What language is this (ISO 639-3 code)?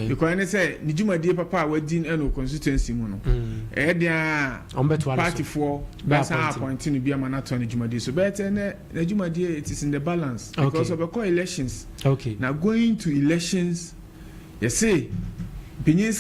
aka